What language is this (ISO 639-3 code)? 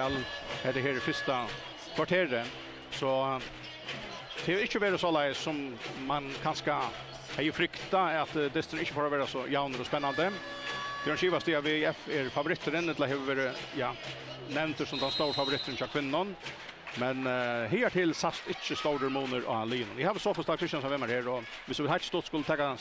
fao